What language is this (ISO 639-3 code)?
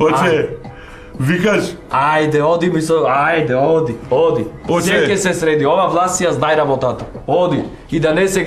mkd